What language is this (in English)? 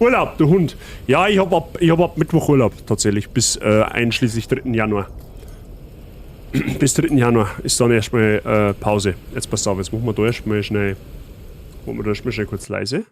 Bavarian